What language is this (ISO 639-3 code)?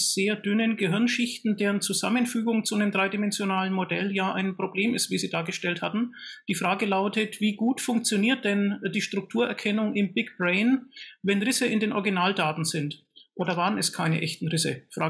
deu